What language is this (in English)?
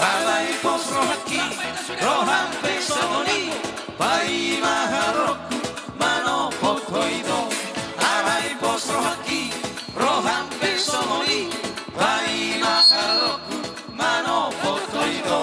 Batak Toba